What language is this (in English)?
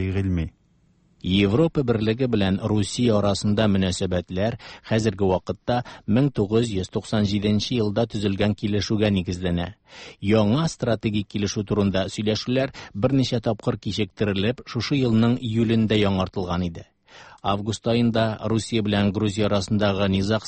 Tatar